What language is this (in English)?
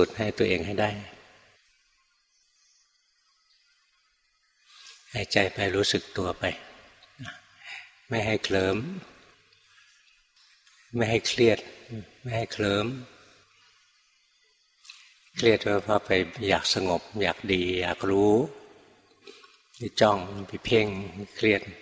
Thai